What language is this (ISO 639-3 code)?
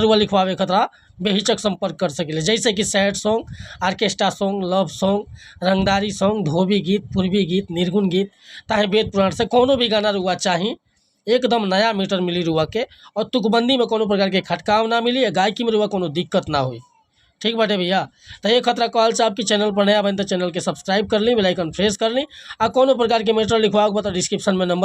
bho